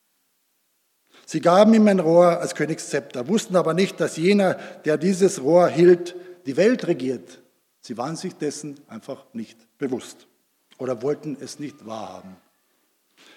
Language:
German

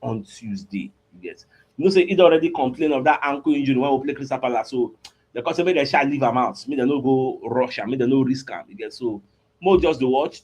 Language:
Nigerian Pidgin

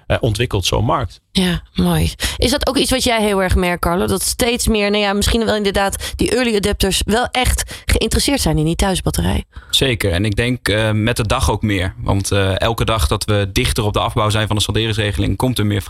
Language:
Dutch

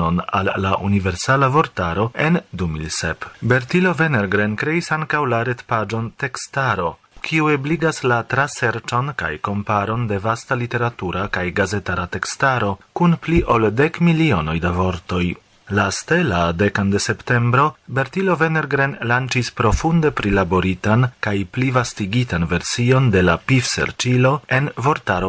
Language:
Esperanto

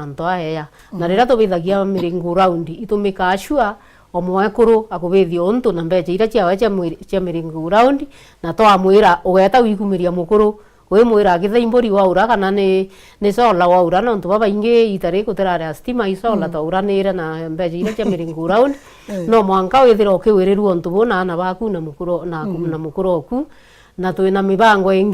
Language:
Meru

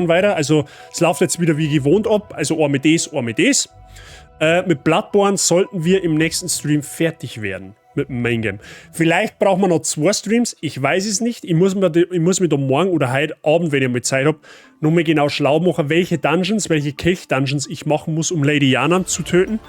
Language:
Bavarian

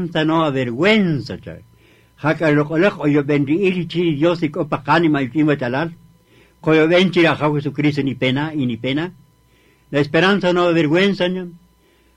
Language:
Kaqchikel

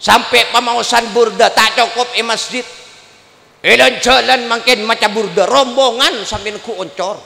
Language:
Madurese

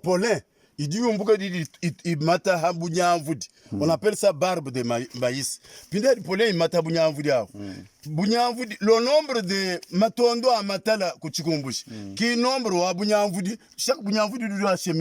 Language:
Luba-Lulua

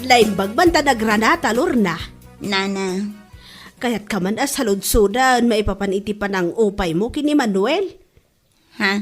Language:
Iloko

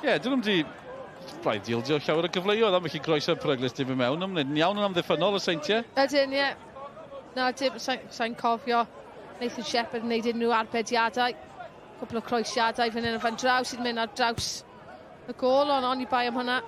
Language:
Welsh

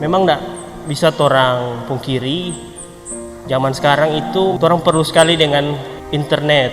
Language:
Manado Malay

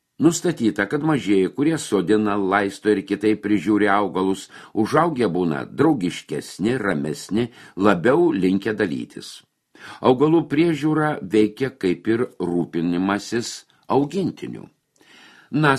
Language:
Lithuanian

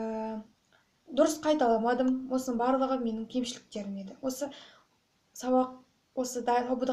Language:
Kazakh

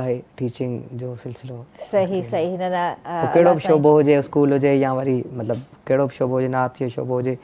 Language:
Sindhi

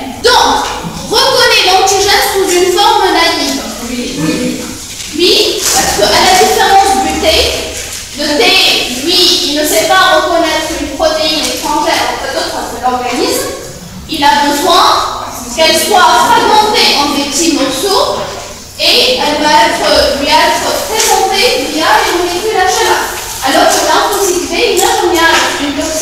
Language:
French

